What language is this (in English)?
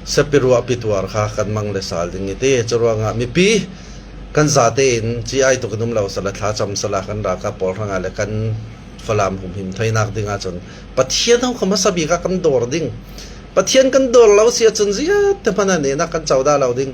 Falam Chin